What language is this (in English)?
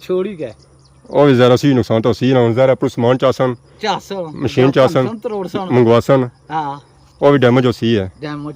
Pahari-Potwari